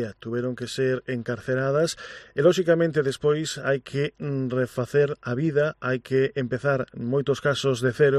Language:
Galician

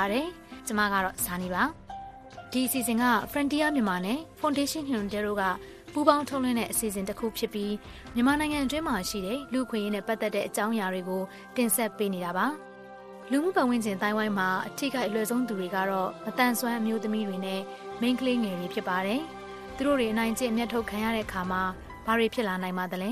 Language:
Burmese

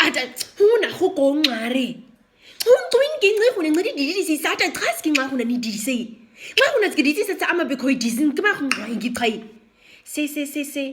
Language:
Nama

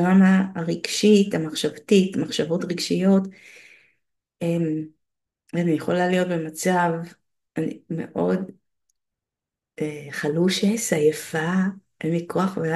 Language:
Hebrew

